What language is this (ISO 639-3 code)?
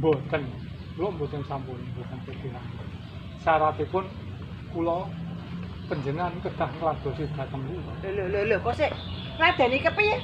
jav